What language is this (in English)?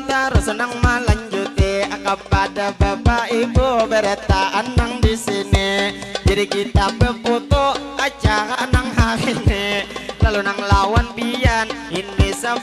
Banjar